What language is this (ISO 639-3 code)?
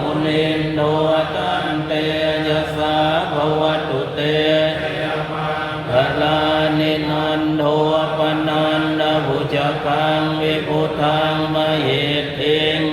pli